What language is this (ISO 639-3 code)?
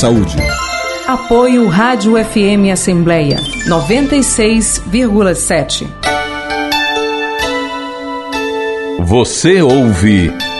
por